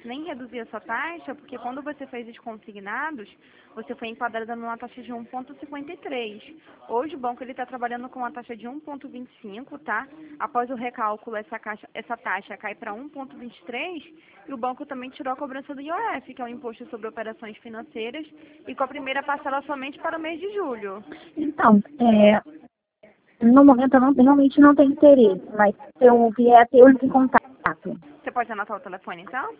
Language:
Portuguese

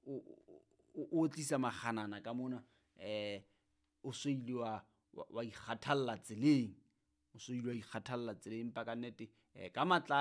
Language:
Southern Sotho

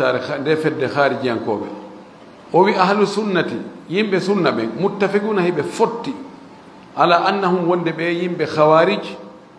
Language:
Fula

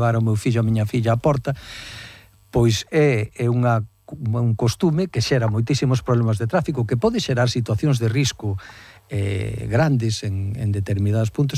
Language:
Galician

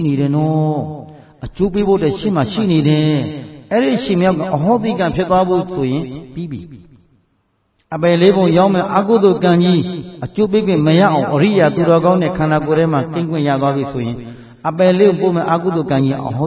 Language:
Burmese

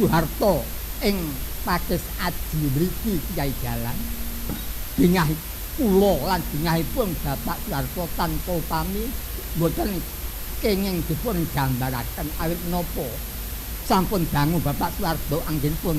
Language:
Javanese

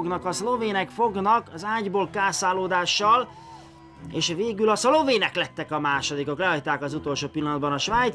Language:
Hungarian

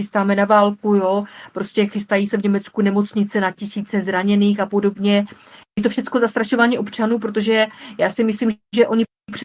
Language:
Czech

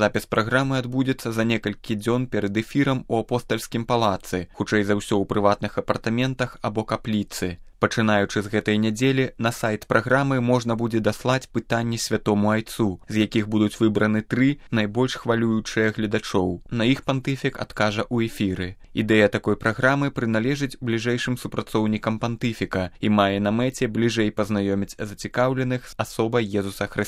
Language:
Belarusian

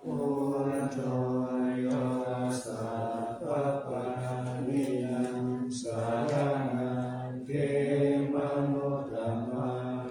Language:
Pali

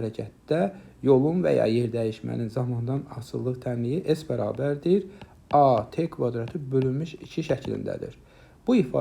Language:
Azerbaijani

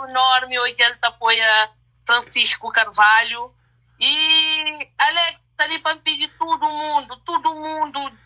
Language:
Kabuverdianu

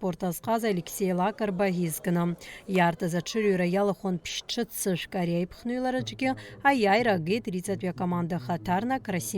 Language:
Abkhazian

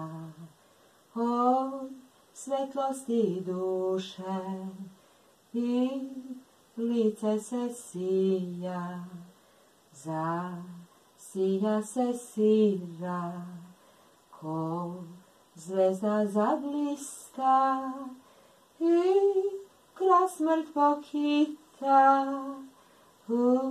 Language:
Serbian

